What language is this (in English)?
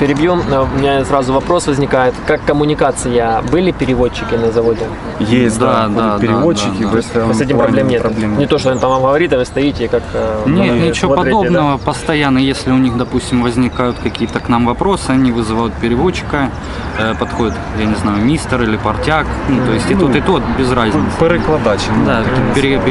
Russian